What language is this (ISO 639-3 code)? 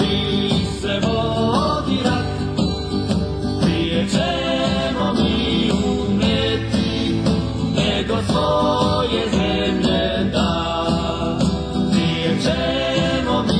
srp